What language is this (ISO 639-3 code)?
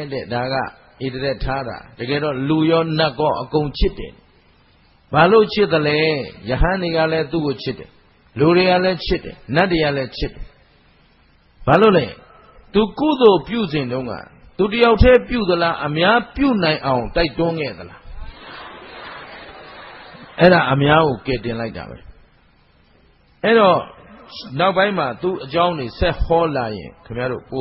mya